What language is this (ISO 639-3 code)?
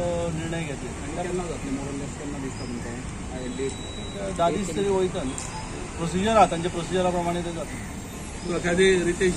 kok